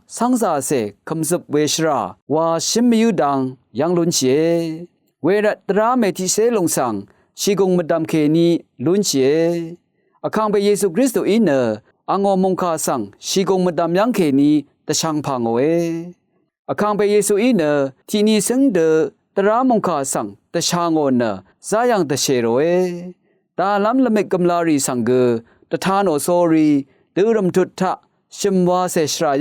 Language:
Rawang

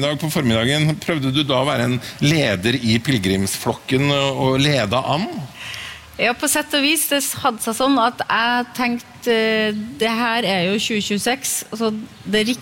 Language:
Norwegian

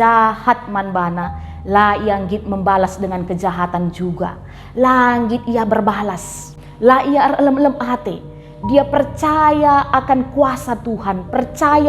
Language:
Batak Karo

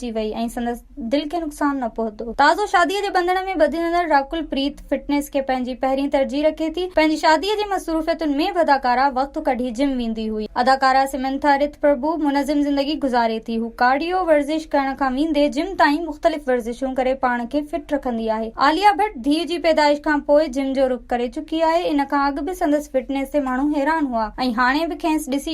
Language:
Sindhi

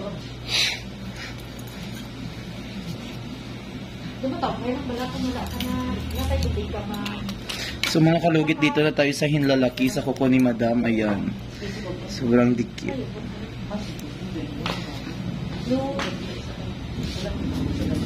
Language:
Filipino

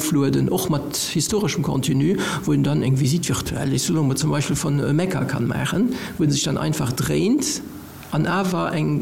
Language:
Luxembourgish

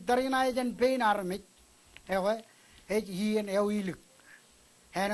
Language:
Marshallese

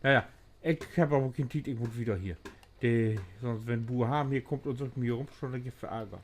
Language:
Low German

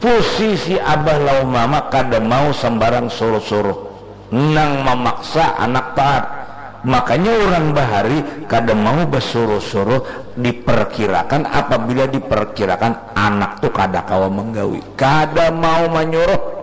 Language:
Banjar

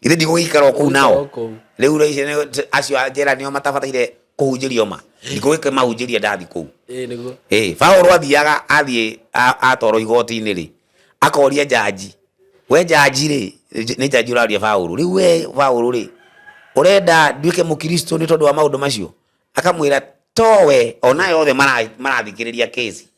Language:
Kikuyu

